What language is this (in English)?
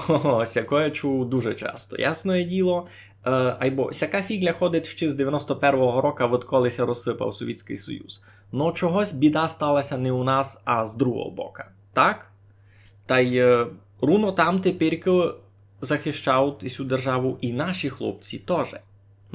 Rusyn